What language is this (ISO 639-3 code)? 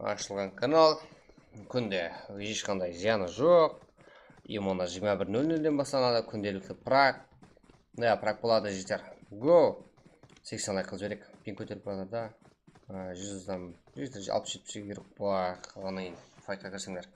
kaa